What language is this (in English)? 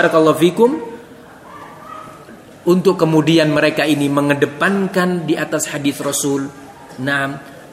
Indonesian